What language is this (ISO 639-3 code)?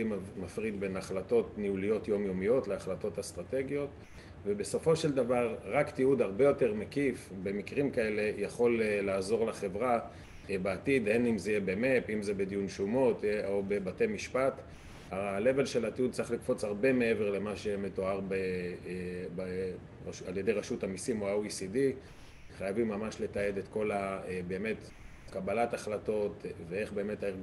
heb